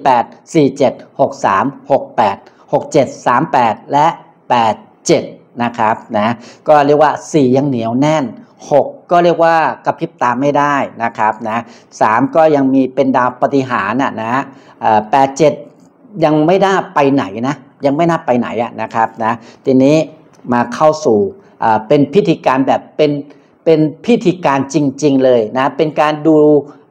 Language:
Thai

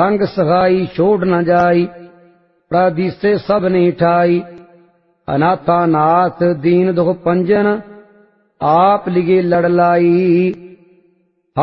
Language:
Punjabi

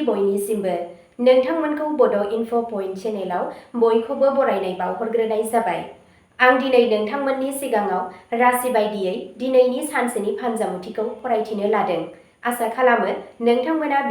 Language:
Bodo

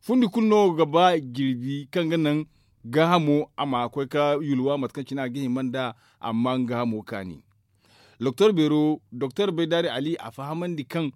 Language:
Zarma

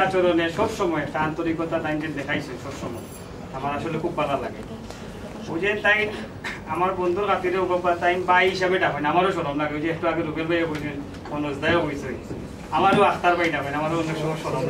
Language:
Sylheti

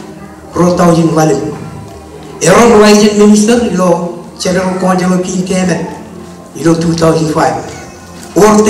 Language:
Marshallese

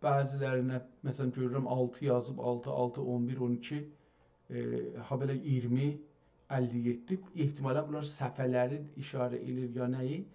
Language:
South Azerbaijani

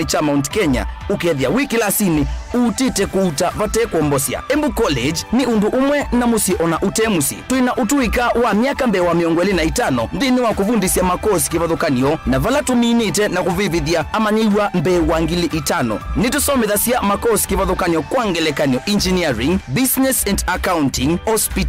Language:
Kamba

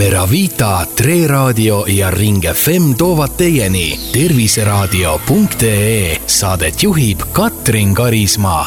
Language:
Estonian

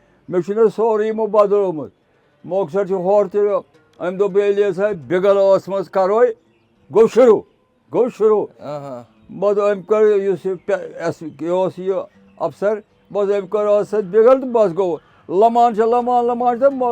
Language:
Kashmiri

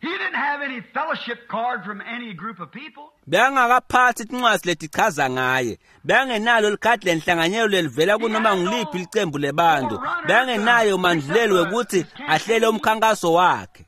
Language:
Swati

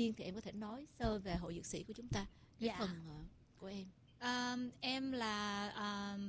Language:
Vietnamese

